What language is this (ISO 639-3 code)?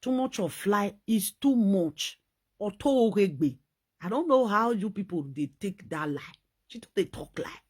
pcm